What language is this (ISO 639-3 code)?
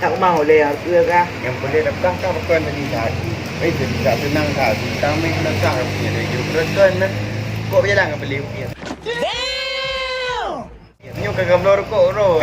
ace